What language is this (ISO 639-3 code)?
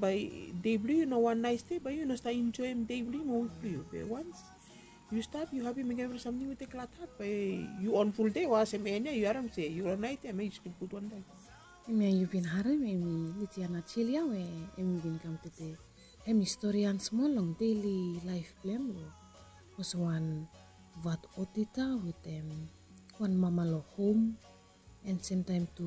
bis